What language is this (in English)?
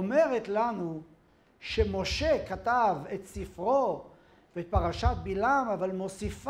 Hebrew